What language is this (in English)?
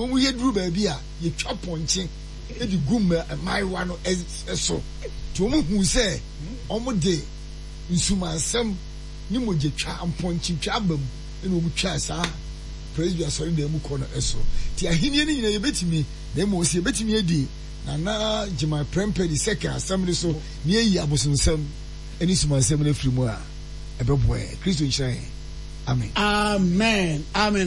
Akan